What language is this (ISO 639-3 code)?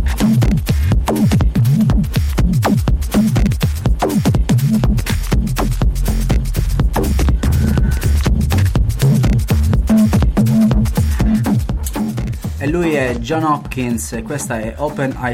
ita